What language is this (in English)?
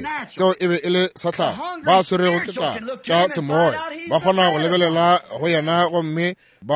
Northern Sotho